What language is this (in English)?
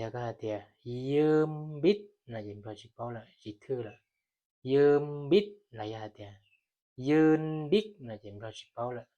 Hmong